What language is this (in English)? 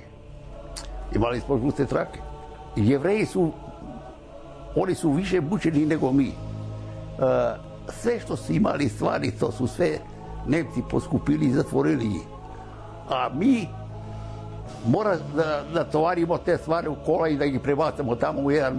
Serbian